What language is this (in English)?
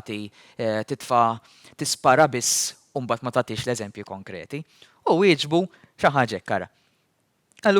Maltese